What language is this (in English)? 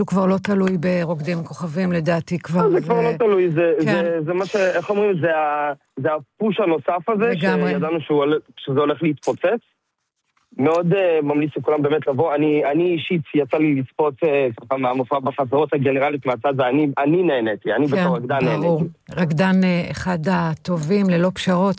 Hebrew